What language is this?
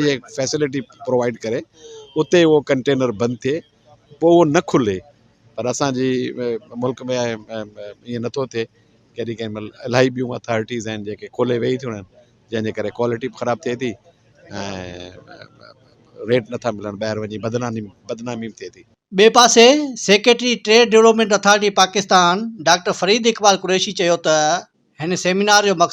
Sindhi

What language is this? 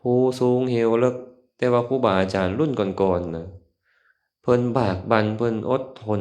Lao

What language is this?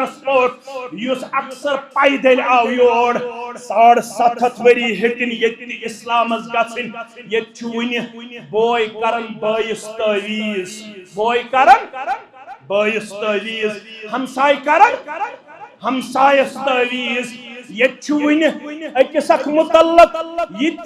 Kashmiri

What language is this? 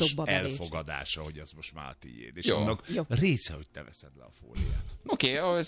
Hungarian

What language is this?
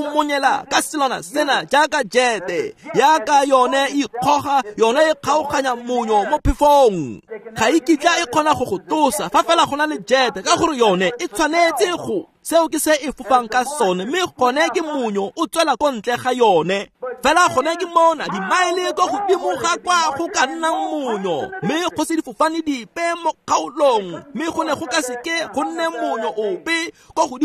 Tswana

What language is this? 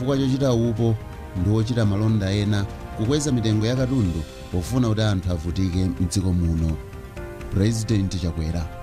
Nyanja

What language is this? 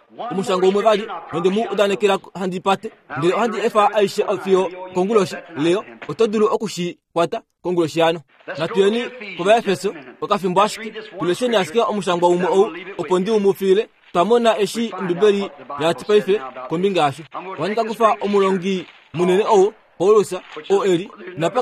Kuanyama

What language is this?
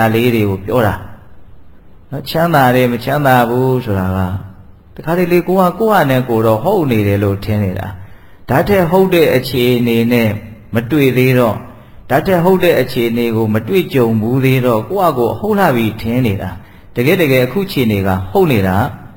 Burmese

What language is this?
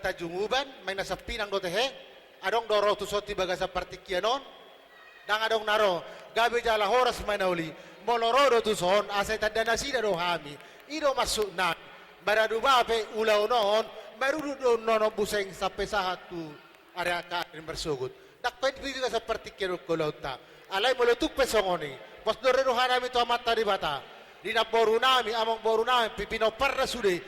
Batak Toba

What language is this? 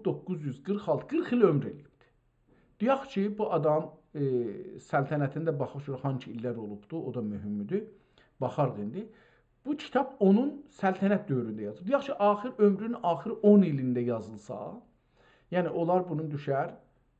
South Azerbaijani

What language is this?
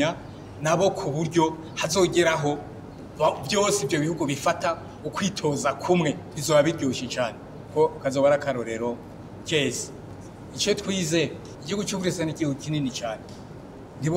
Rundi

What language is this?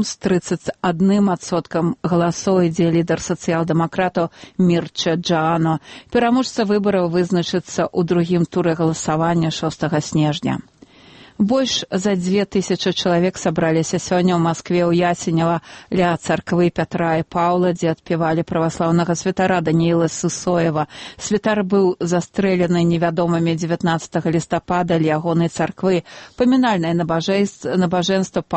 Belarusian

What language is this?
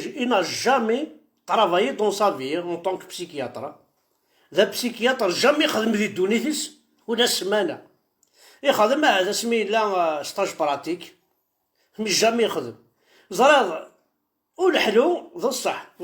Kabyle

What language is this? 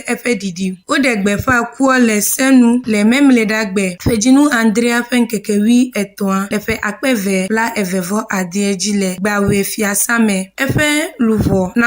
Ewe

